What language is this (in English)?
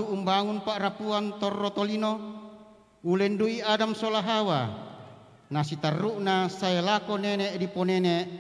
Toraja-Sa'dan